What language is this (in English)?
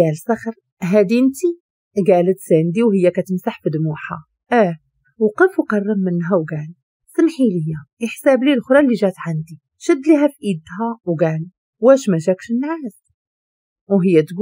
Moroccan Arabic